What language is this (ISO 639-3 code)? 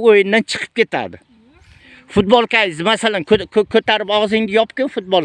uzb